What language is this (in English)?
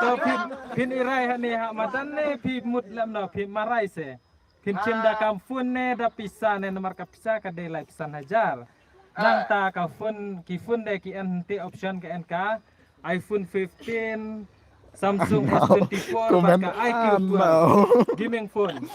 Khasi